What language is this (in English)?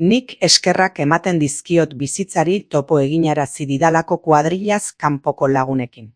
Basque